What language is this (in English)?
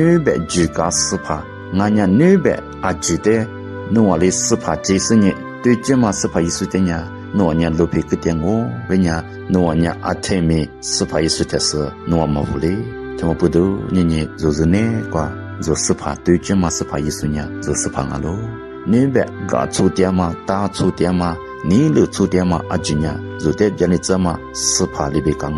Lisu